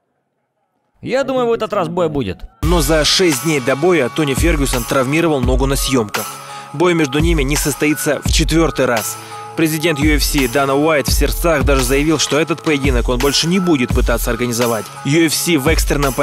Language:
Russian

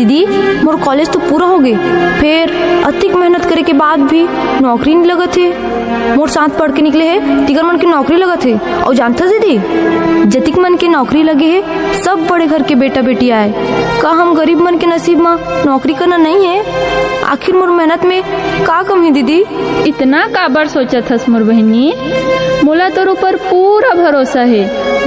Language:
Chhattisgarhi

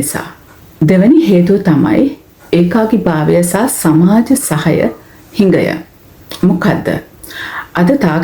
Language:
Sinhala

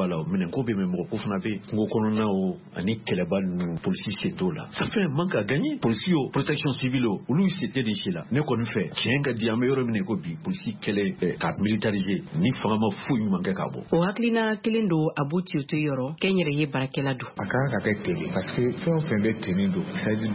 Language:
Bambara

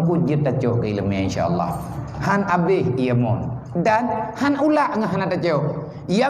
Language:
Achinese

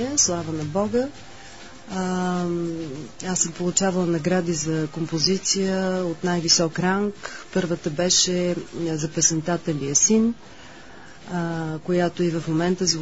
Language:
Bulgarian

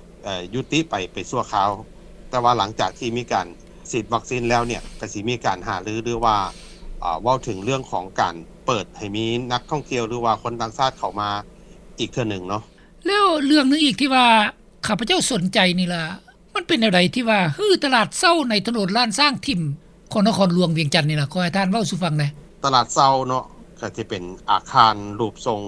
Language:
Lao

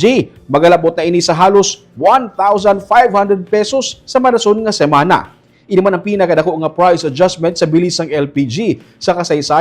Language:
Hiligaynon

